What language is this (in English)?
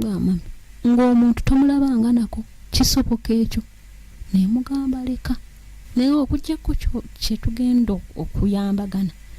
Ganda